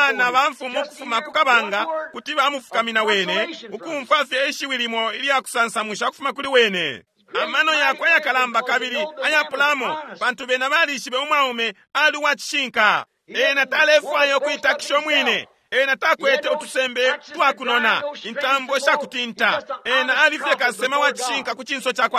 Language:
Bemba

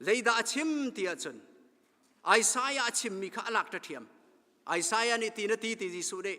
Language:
Hakha Chin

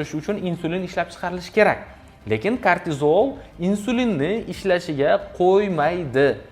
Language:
Uzbek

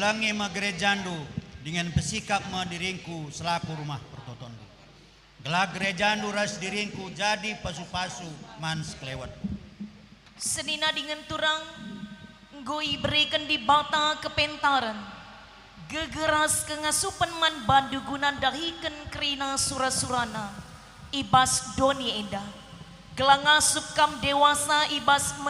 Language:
Batak Karo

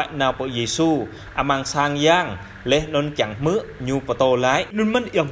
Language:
Jarai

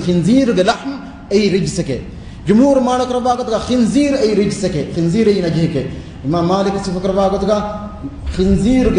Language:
Divehi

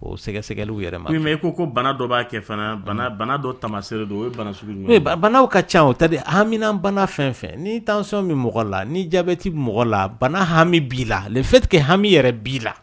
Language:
Dyula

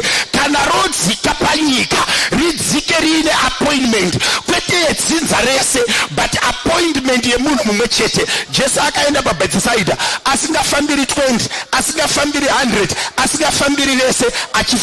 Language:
Shona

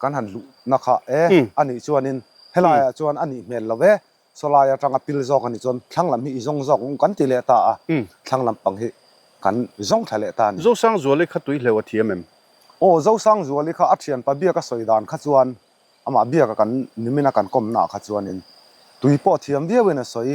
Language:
Mizo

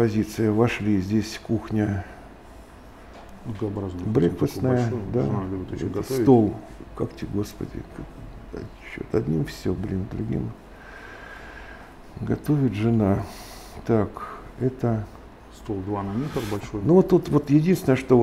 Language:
Russian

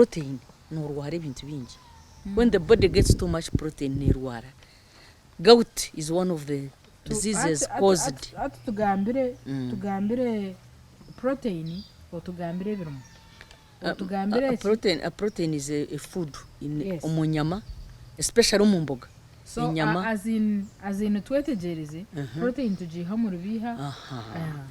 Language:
Nyankole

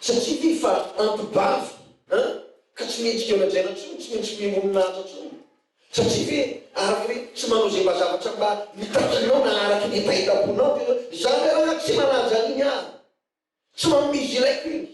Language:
Malagasy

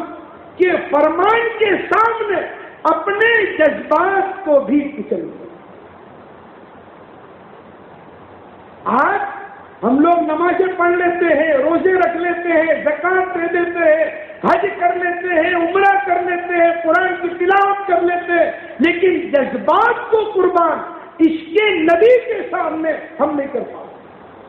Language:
Urdu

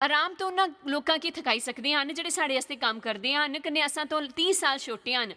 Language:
Dogri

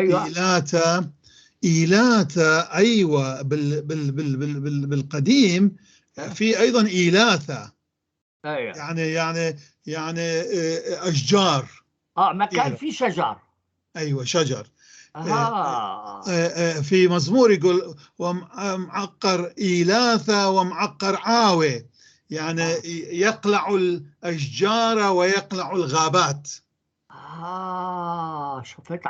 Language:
North Levantine Arabic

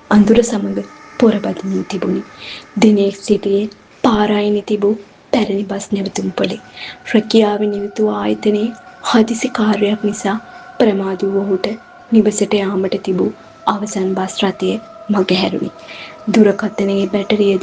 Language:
Sinhala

